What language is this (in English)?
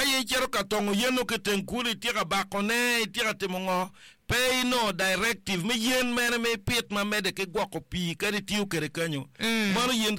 Acoli